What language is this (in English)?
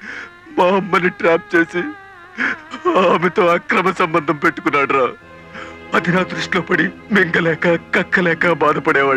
Telugu